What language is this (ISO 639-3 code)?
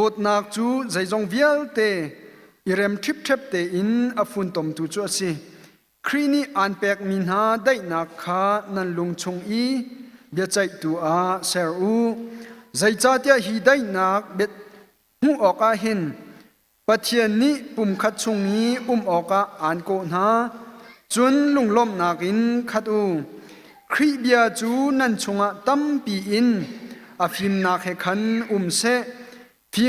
cnh